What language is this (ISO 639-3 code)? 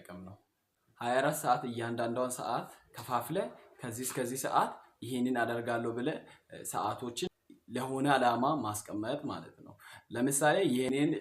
amh